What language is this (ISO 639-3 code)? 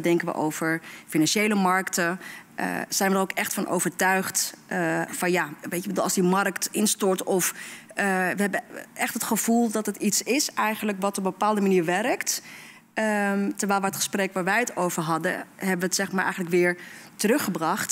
nld